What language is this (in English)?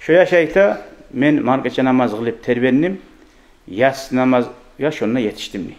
Kumyk